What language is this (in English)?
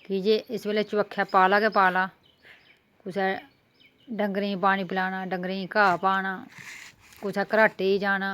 Dogri